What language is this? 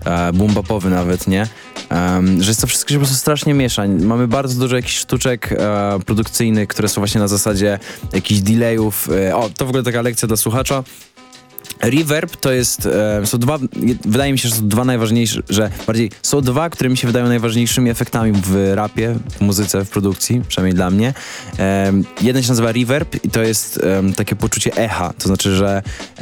Polish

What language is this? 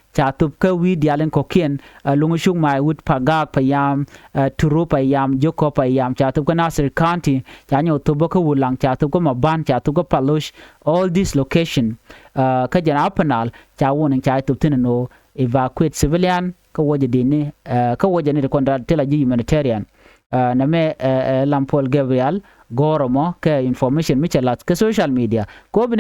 Nuer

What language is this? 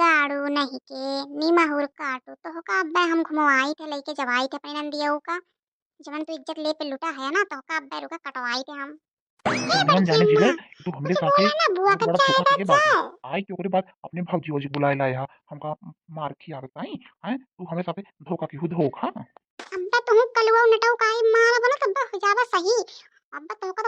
Awadhi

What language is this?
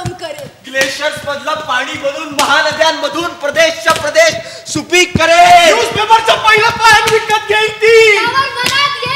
Marathi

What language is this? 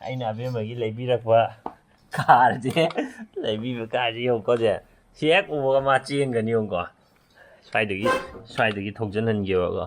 Manipuri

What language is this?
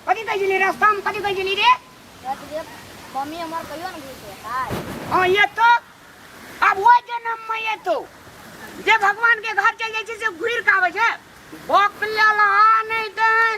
Maithili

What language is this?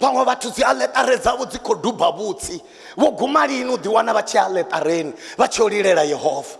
Venda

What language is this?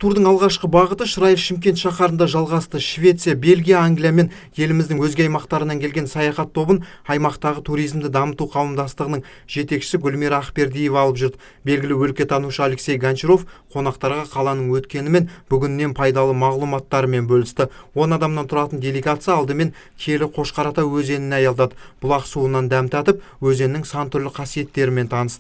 Kazakh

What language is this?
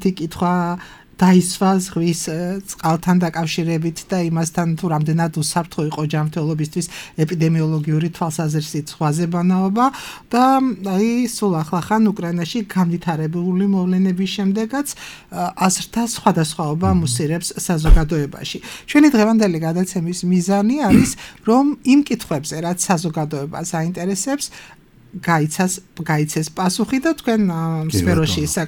Georgian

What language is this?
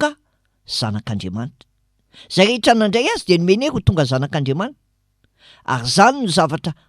Malagasy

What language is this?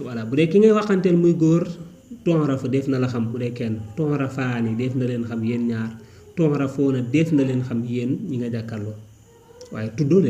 Wolof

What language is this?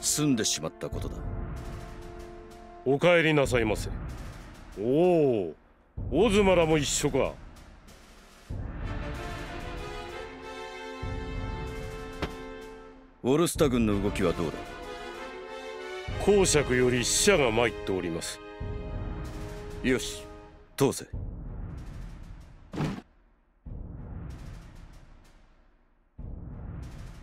Japanese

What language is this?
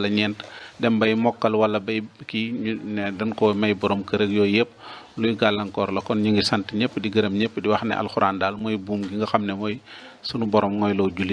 Wolof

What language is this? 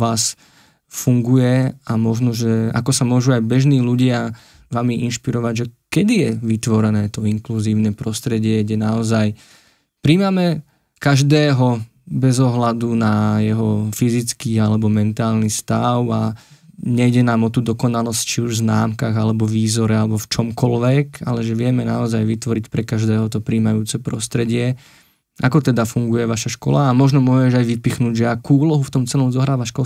Slovak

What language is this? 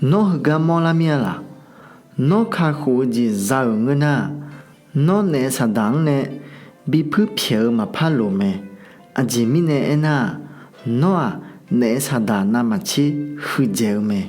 Akha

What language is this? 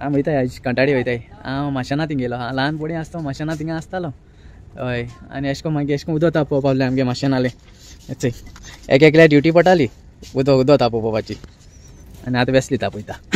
Konkani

